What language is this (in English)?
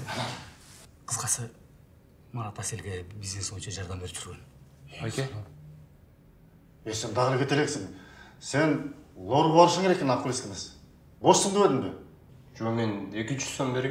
Kyrgyz